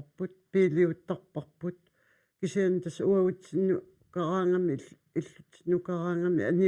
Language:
Kalaallisut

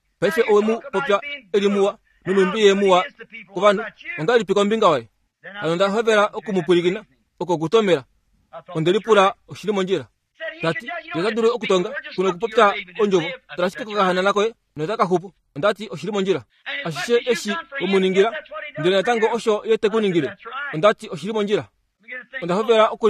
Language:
Kuanyama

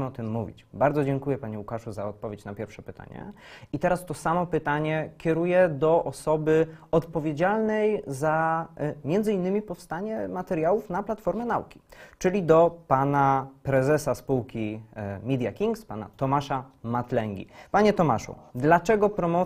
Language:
Polish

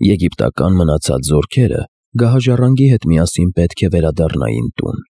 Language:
Armenian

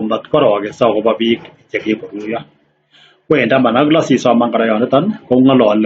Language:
Kalenjin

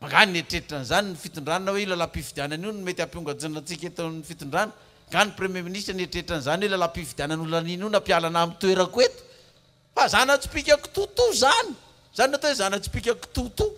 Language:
Malagasy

